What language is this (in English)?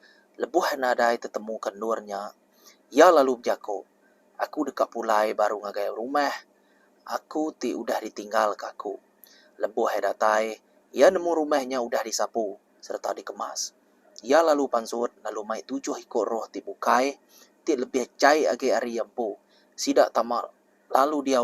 Iban